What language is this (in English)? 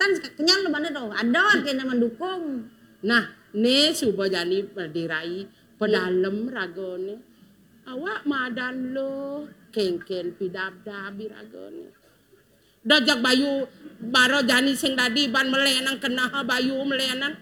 Balinese